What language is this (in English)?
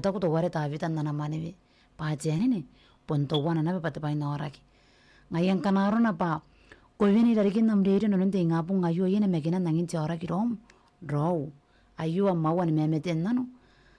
Gilbertese